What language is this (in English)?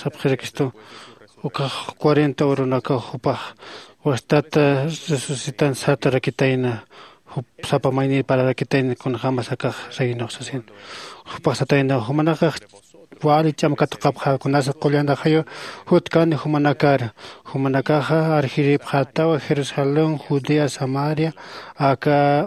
Aymara